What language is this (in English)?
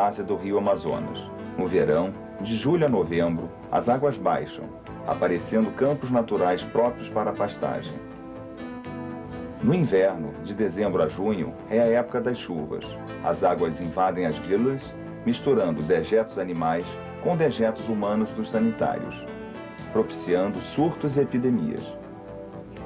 Portuguese